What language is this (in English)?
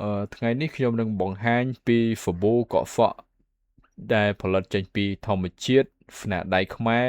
Khmer